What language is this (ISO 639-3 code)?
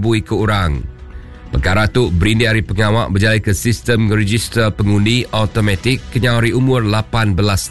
iba